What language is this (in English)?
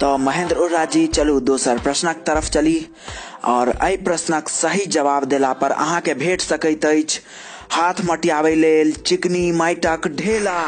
Maithili